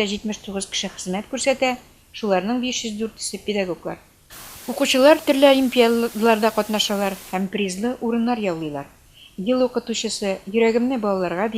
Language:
Tatar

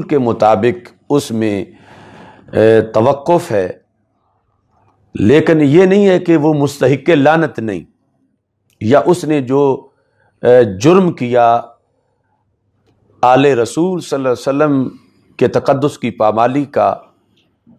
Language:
Urdu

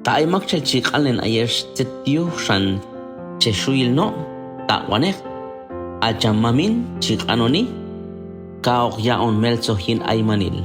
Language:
Q'anjob'al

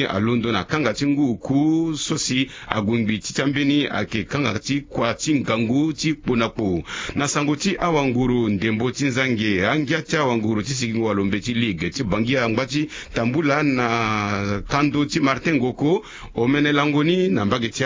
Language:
Sango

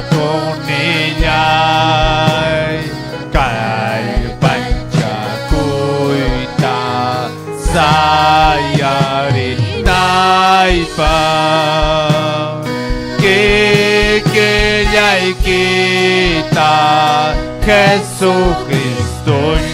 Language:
Ayacucho Quechua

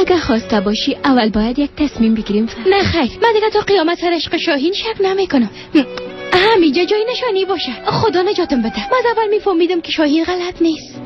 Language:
Persian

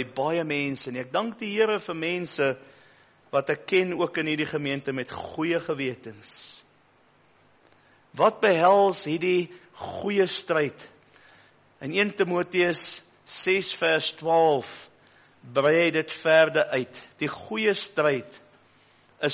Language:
Afrikaans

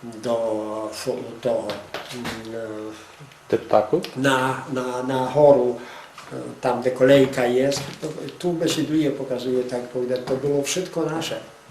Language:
Rusyn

